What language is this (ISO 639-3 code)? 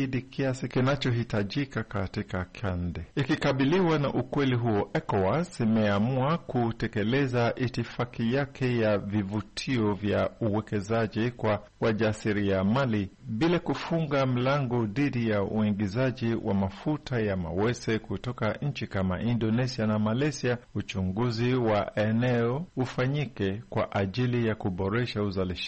swa